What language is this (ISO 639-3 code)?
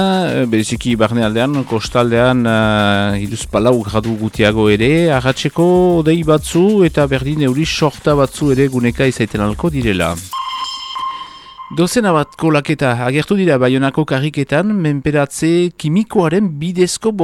eus